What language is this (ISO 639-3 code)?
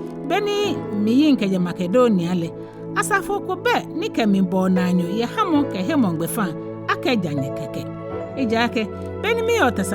gaa